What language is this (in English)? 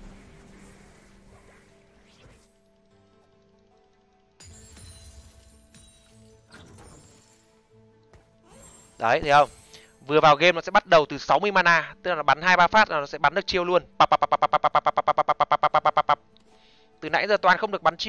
Vietnamese